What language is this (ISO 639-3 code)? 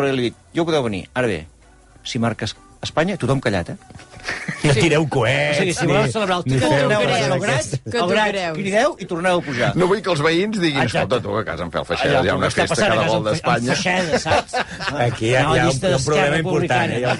cat